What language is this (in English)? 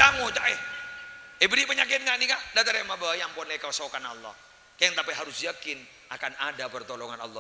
Madurese